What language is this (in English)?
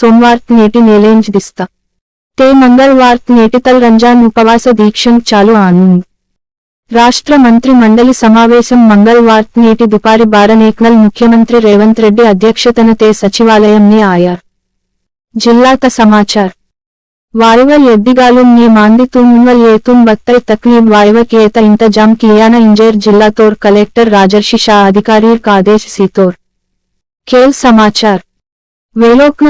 Gondi